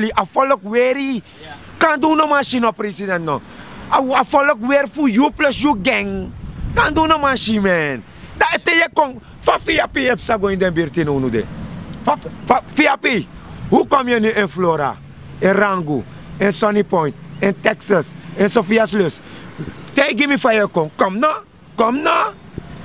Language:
Sranan Tongo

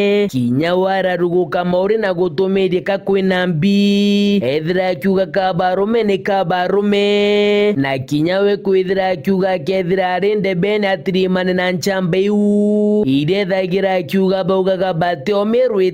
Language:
Meru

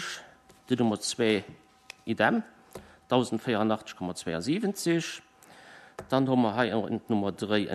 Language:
Luxembourgish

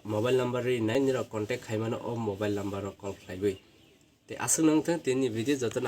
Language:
Kok Borok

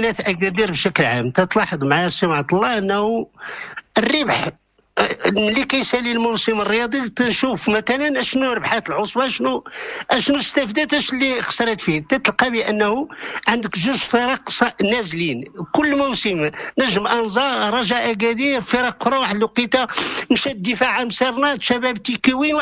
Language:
Moroccan Arabic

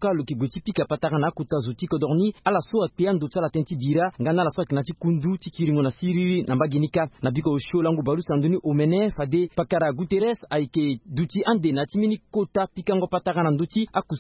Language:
Sango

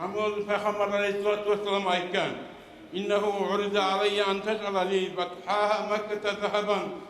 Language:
Kumyk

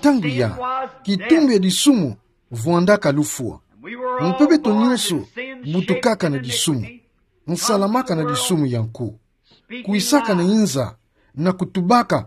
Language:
Kituba (Democratic Republic of Congo)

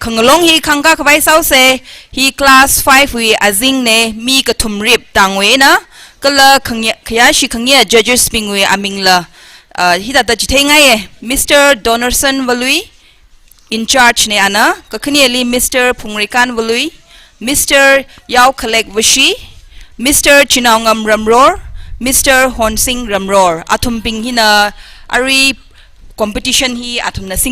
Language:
Tangkhul Naga (India)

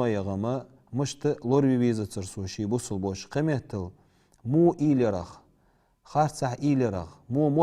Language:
Ingush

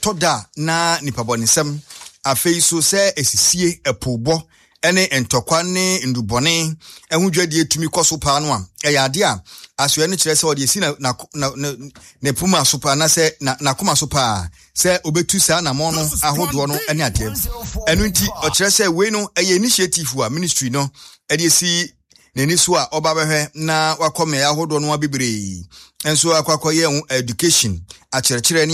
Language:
Akan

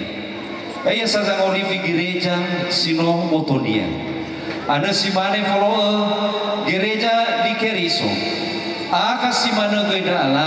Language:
Nias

